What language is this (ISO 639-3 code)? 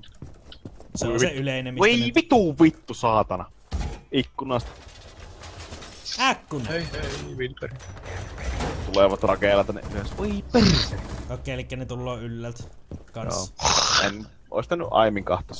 fin